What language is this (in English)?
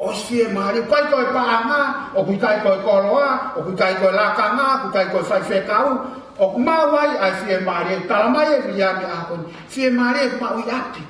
Tongan